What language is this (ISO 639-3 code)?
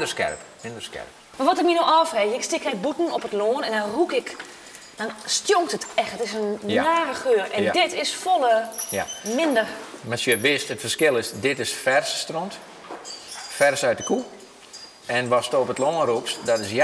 fry